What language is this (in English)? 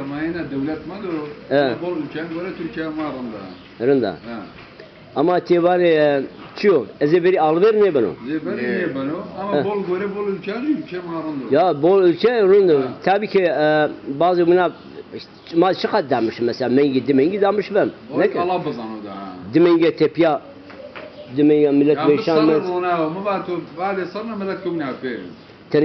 Zaza